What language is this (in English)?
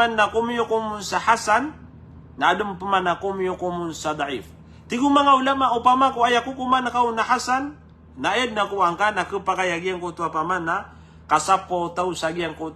Maranao